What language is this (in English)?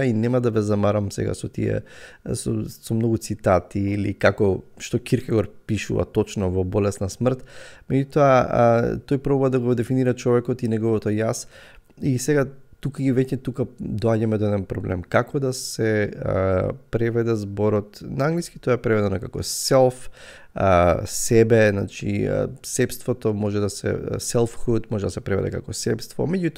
Macedonian